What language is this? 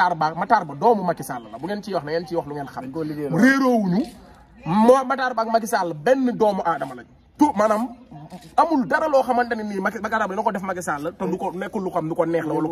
Wolof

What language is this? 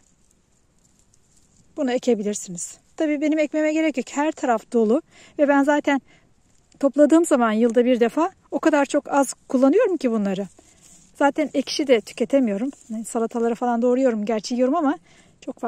Turkish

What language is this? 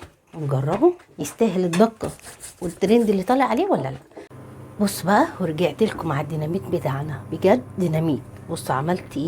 Egyptian Arabic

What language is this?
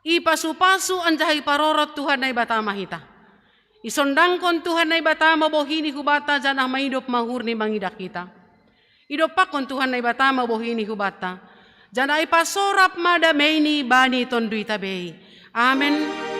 Batak Simalungun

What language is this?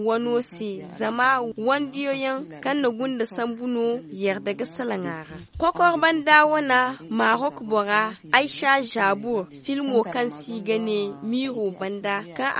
Zarma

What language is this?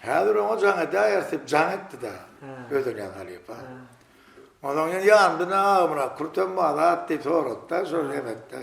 Turkmen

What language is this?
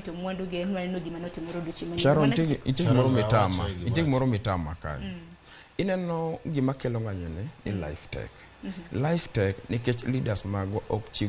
Luo (Kenya and Tanzania)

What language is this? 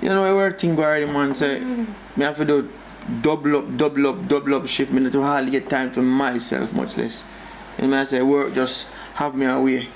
Jamaican Creole English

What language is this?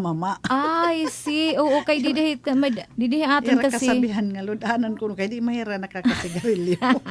Waray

